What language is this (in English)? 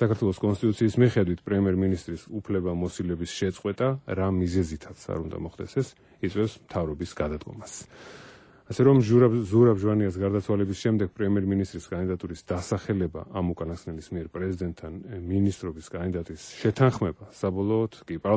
Georgian